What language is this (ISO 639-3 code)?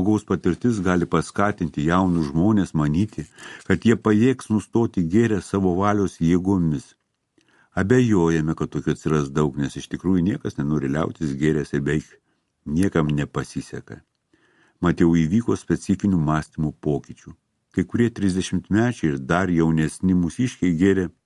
lit